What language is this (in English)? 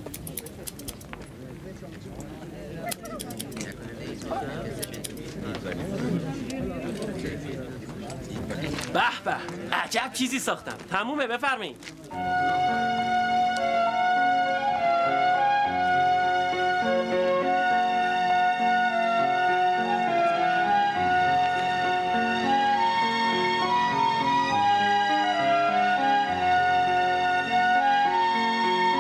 Persian